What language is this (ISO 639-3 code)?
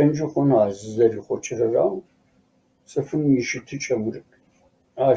kbd